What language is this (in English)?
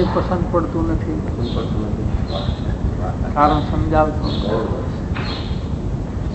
Gujarati